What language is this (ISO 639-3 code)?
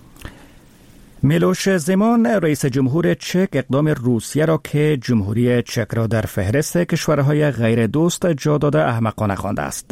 fas